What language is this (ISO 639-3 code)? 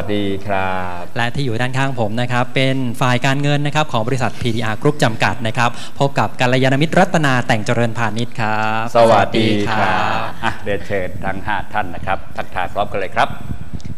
tha